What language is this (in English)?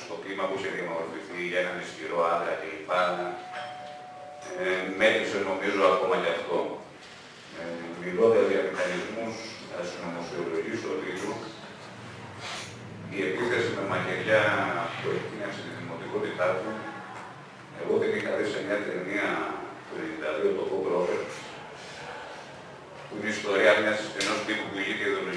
Greek